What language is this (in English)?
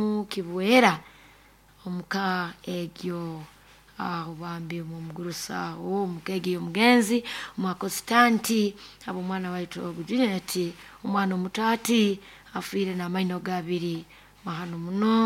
Nyoro